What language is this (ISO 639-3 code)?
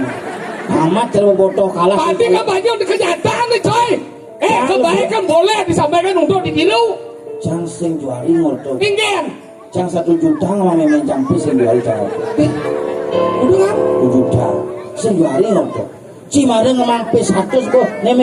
ban